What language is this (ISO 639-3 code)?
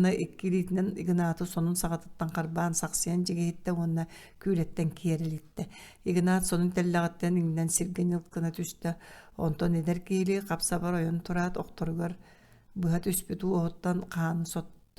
sah